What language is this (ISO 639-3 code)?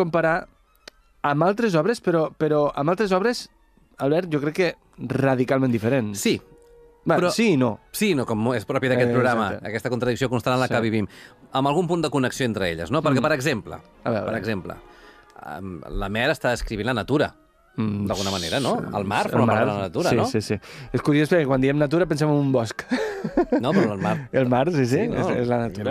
cat